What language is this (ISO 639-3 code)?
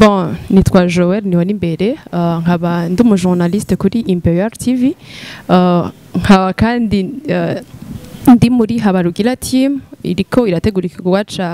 run